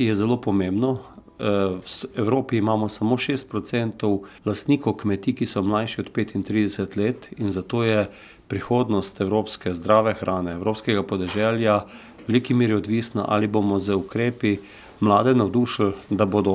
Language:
Slovenian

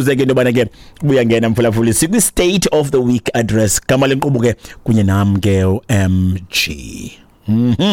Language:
Xhosa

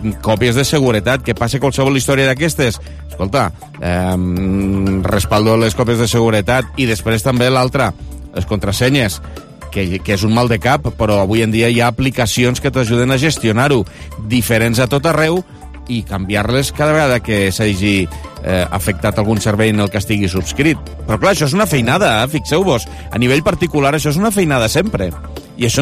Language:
Catalan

